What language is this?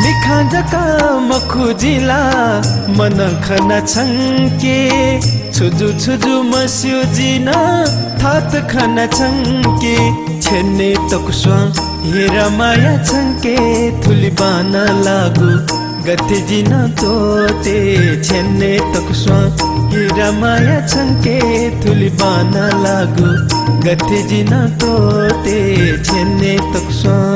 Newari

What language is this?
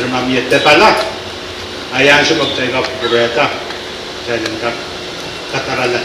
Pohnpeian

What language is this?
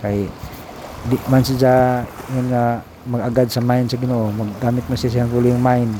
Cebuano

